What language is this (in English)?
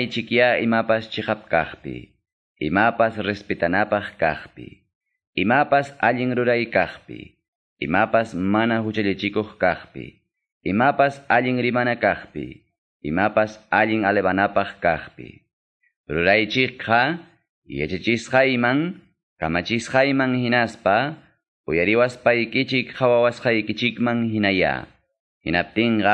Quechua